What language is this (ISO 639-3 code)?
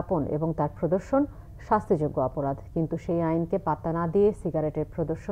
ben